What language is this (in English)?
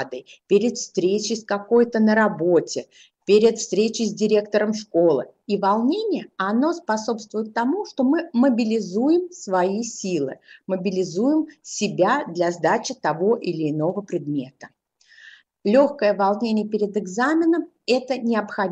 Russian